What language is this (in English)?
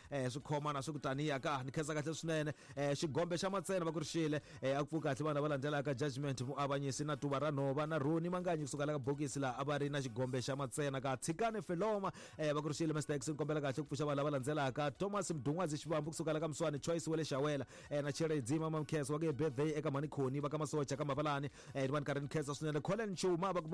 Tsonga